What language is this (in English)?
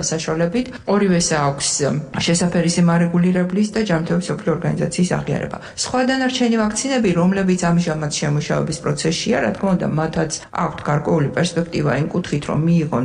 Georgian